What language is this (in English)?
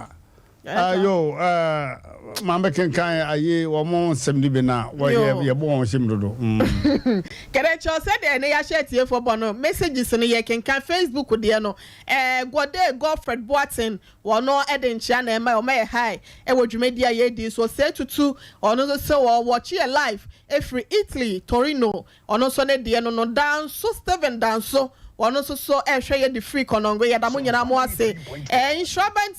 Akan